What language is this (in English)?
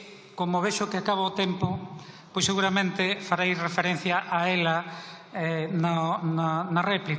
Galician